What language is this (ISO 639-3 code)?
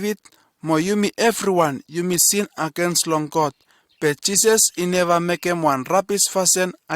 bis